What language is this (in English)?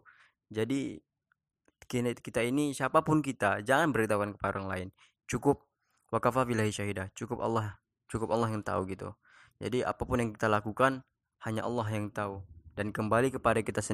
Indonesian